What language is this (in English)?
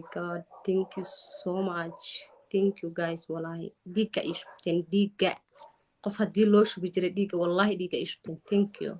Somali